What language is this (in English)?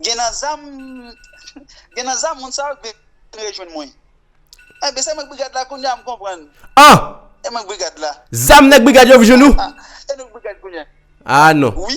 Haitian Creole